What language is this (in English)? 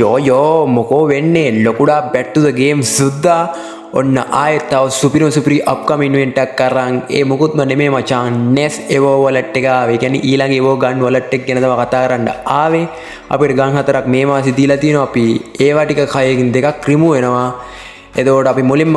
Sinhala